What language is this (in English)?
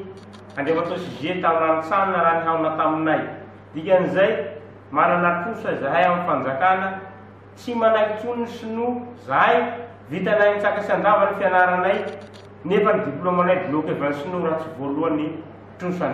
Malagasy